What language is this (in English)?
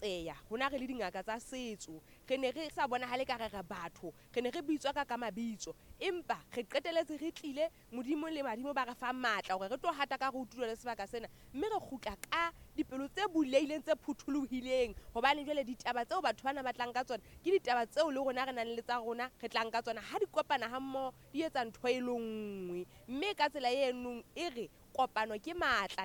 Southern Sotho